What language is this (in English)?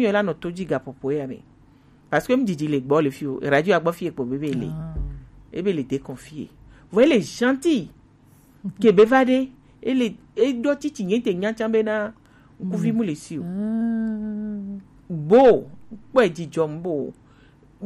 Gen